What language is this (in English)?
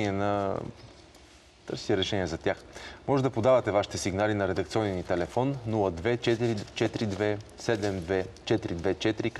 Bulgarian